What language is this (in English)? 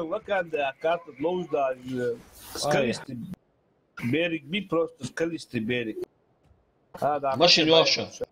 Ingush